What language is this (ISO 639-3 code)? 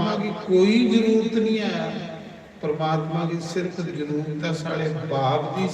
doi